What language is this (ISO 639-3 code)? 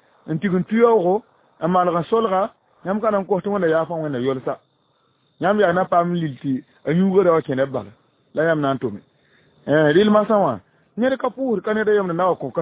mos